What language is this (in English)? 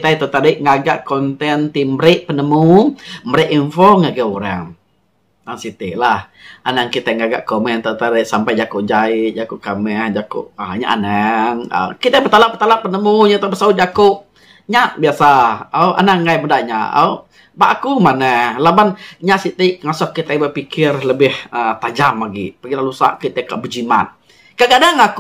Iban